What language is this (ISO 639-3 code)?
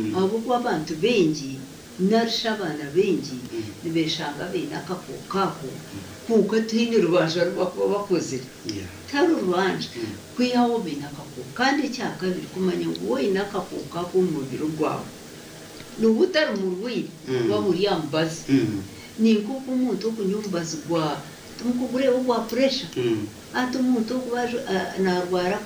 nyn